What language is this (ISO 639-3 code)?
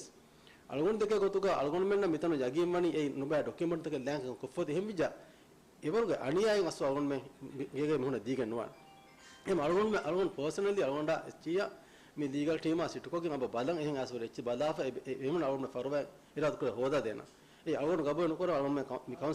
div